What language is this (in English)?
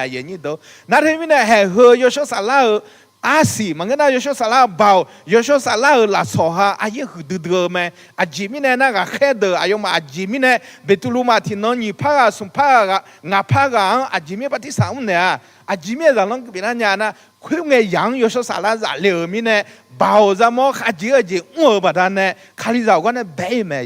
Akha